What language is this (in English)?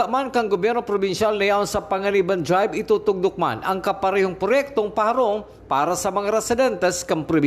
Bikol